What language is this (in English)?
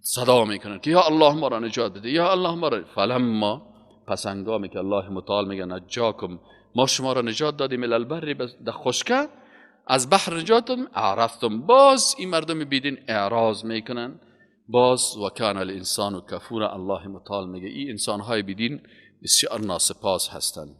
Persian